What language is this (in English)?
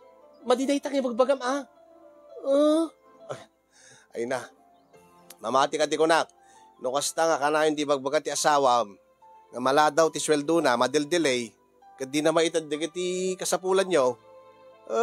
Iloko